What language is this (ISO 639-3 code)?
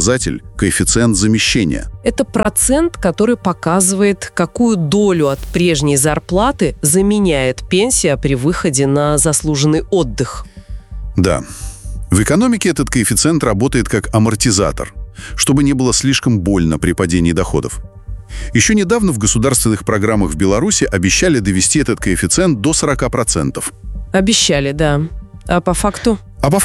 rus